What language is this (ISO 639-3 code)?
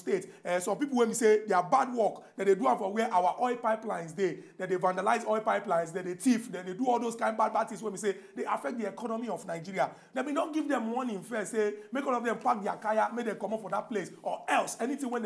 pcm